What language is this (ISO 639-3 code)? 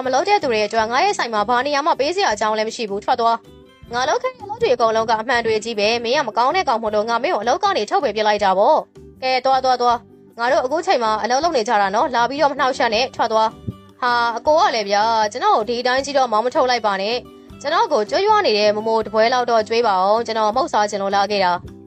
mya